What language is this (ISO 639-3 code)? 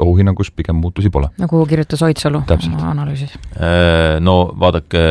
est